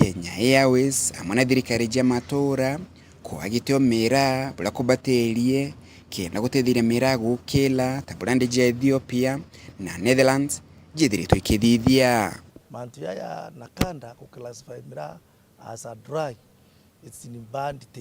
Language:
Meru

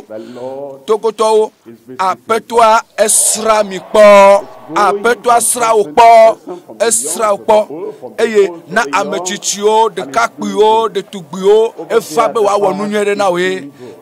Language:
Ewe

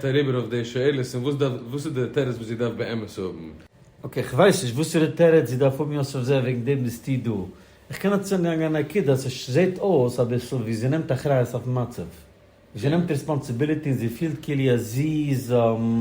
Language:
Yiddish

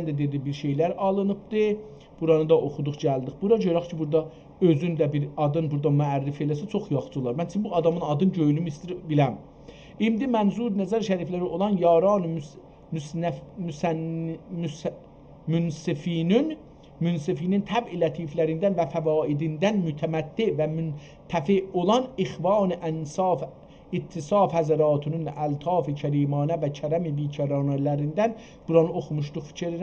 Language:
South Azerbaijani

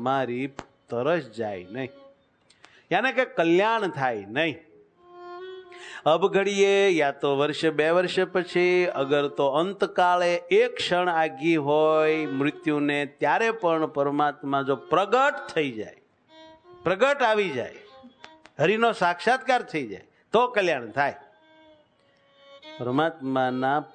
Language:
Gujarati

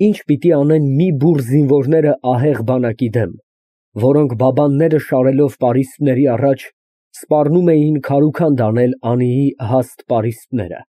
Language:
Armenian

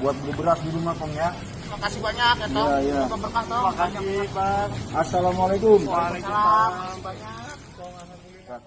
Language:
Betawi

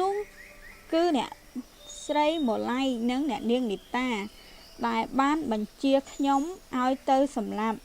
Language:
Khmer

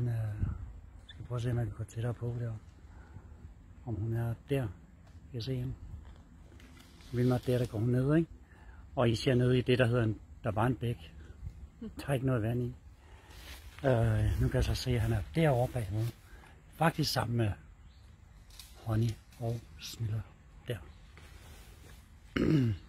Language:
Danish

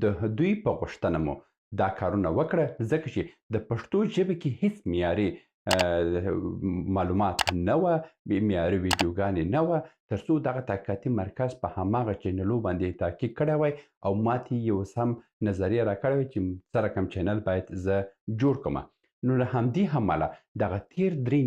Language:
Pashto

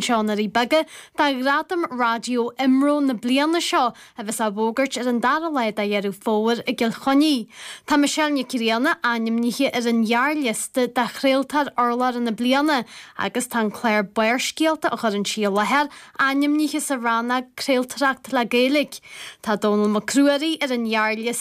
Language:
Irish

